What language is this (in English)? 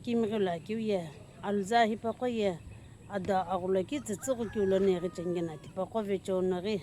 Sumi Naga